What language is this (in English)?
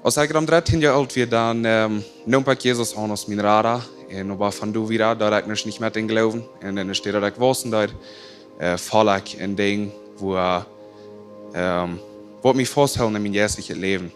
Plautdietsch